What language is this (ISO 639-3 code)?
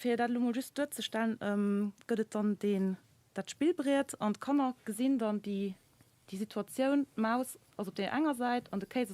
ltz